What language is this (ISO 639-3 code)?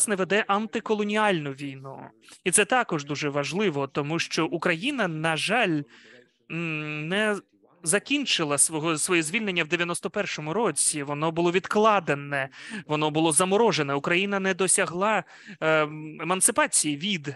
ukr